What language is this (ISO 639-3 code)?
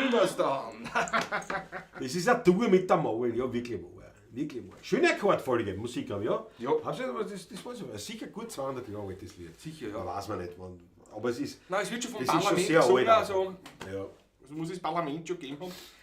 bar